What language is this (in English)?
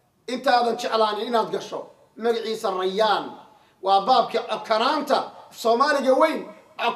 Somali